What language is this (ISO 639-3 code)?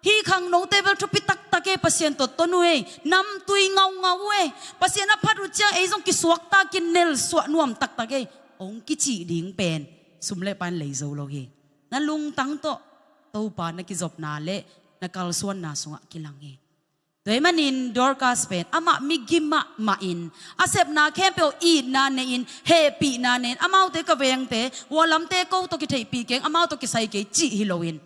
ctd